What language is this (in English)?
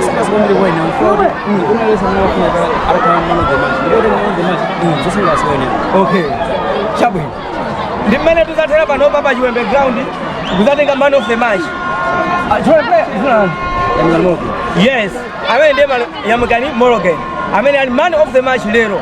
Nyanja